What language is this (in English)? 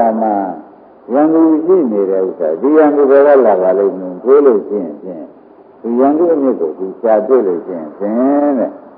Burmese